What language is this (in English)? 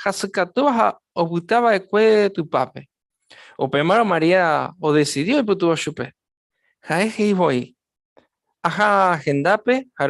Guarani